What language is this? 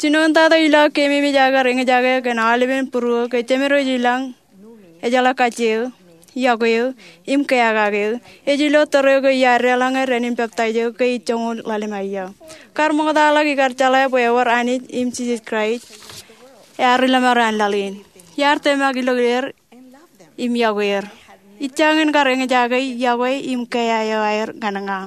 Marshallese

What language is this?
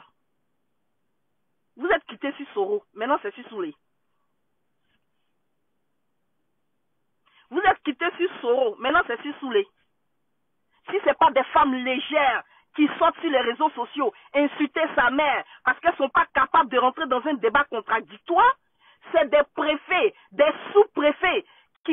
French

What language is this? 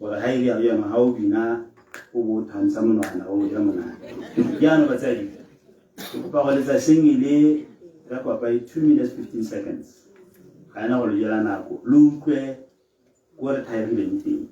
Tswana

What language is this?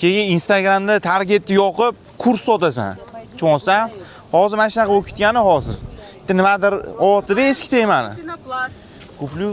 Uzbek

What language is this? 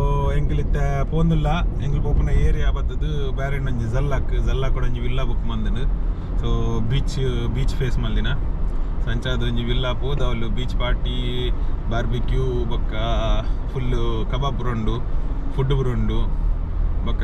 Tulu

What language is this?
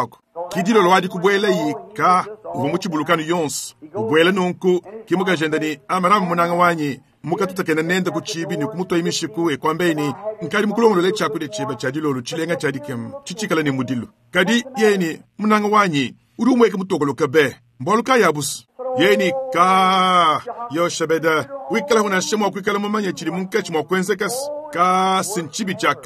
Luba-Lulua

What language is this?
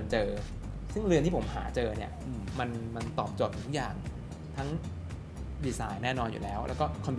Thai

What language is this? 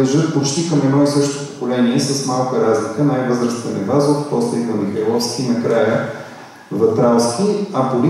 Bulgarian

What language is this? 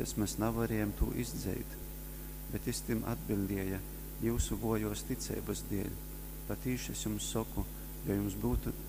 Latgalian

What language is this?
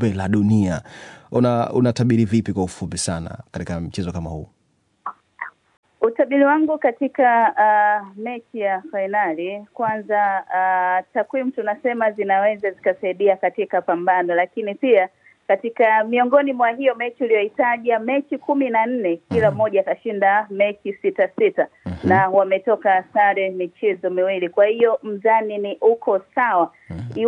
Swahili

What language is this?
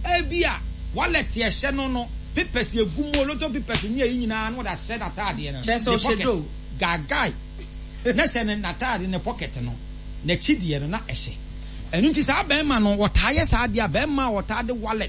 Akan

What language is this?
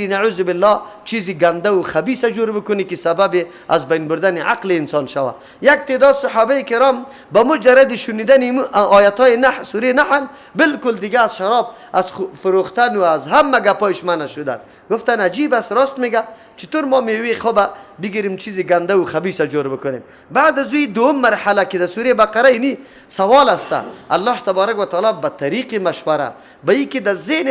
Persian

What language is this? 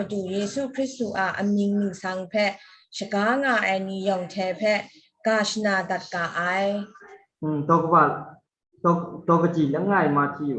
Kachin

